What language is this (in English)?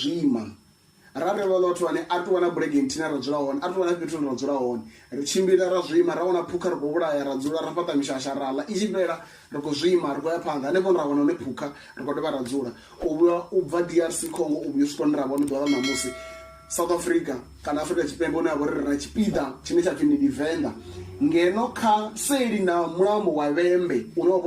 Venda